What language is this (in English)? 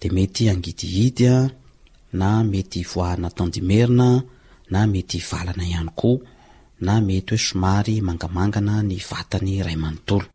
Malagasy